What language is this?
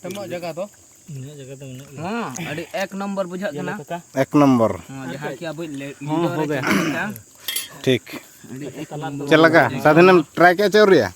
Santali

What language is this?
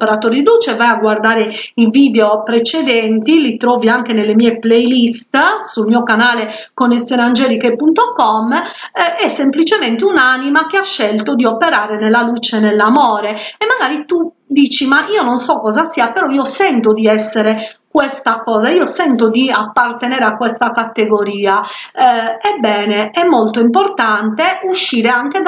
Italian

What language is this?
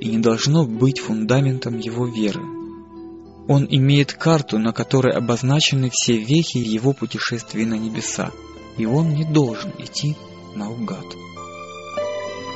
Russian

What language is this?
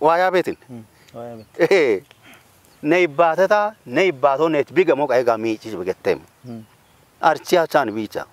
Kafa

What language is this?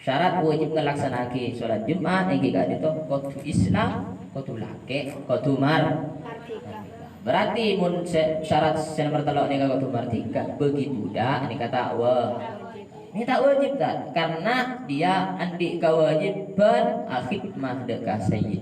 Madurese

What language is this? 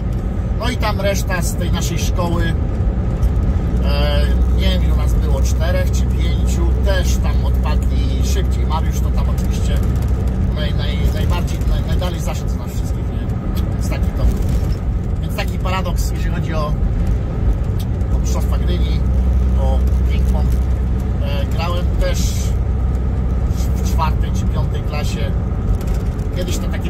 Polish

